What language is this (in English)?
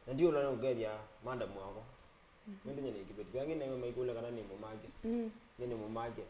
Kamba